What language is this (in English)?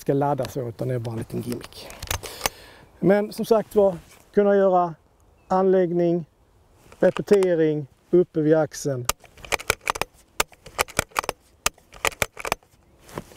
Swedish